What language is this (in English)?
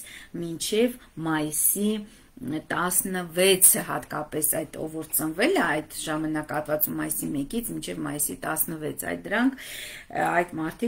Armenian